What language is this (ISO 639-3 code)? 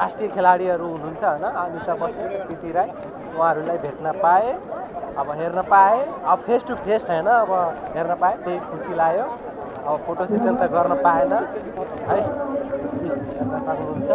nep